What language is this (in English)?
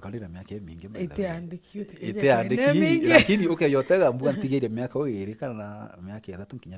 Meru